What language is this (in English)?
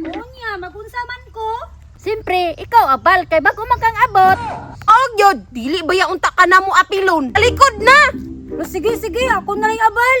Cebuano